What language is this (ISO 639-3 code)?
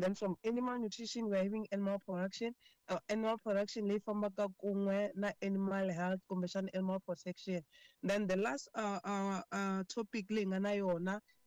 tso